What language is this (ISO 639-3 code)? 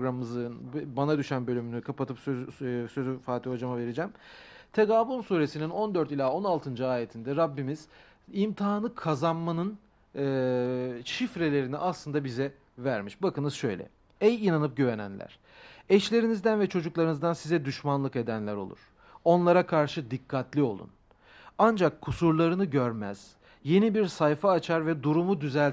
tur